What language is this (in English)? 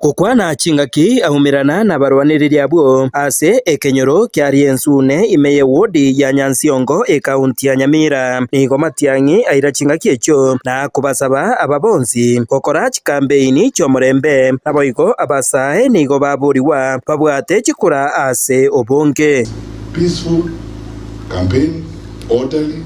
Gusii